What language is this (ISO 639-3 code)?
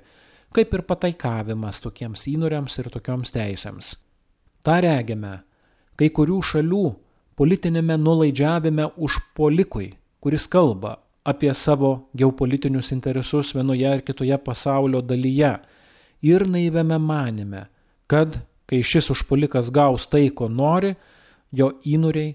lit